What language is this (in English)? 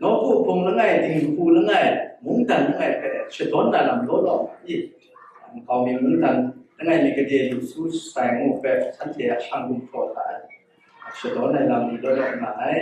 Kachin